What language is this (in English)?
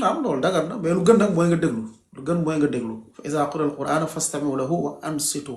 Wolof